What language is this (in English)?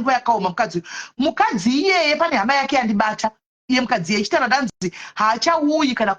Shona